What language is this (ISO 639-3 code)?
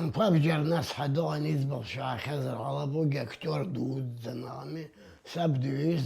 abk